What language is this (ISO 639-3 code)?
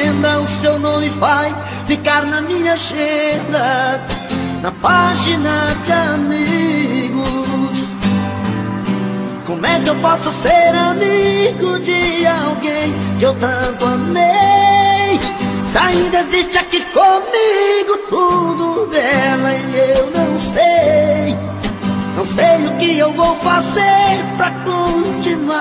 por